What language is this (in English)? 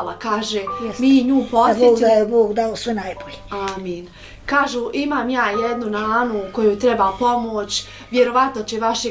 Bosnian